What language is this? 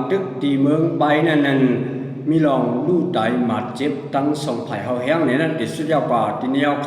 Shan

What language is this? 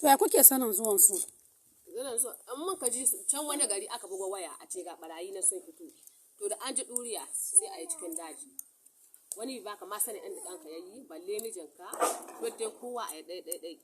Hausa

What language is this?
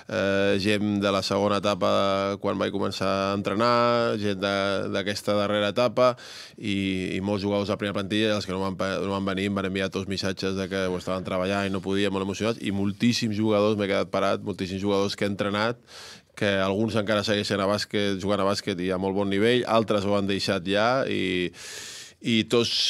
Catalan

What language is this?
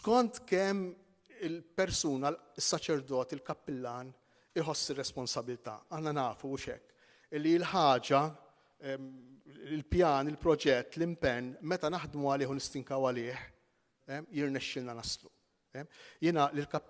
Maltese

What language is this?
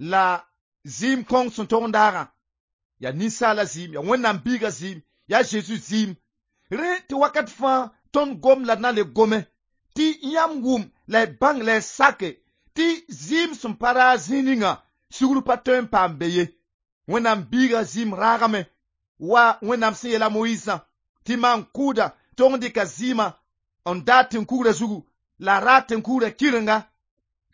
Mossi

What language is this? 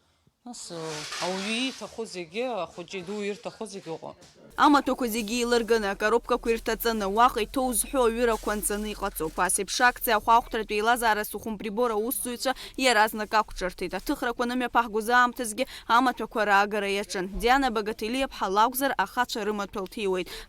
Abkhazian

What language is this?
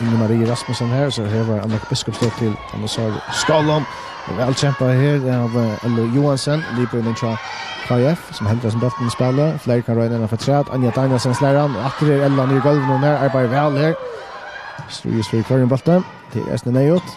Faroese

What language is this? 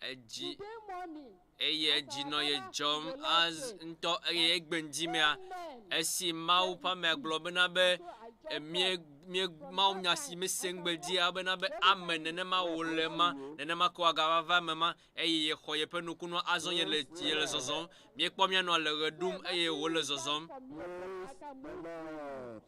Ewe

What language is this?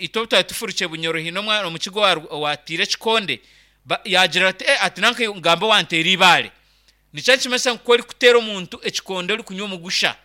Nyankole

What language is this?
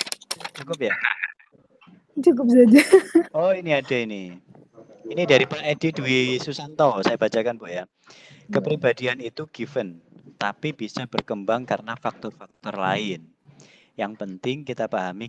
Indonesian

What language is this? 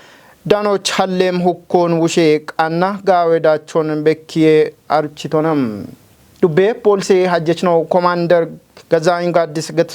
Kafa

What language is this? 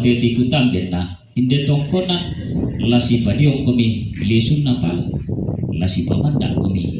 Toraja-Sa'dan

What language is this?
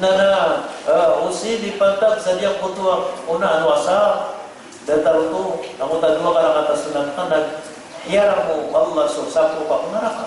Maranao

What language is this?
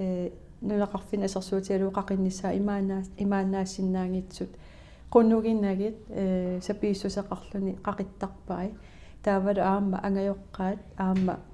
Kalaallisut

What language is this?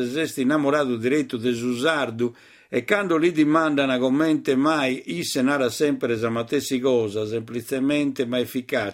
Sardinian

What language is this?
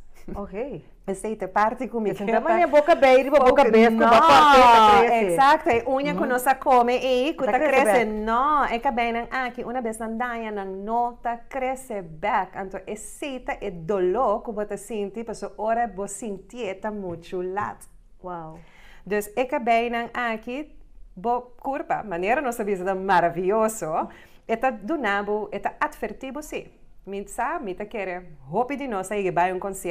Papiamento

